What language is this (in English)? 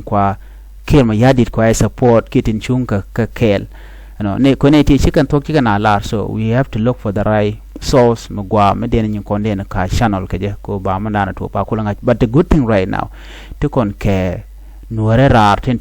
Nuer